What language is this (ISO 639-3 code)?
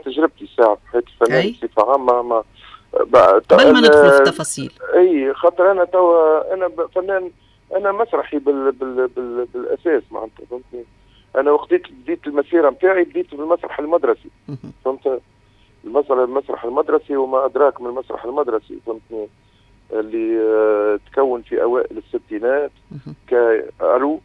aeb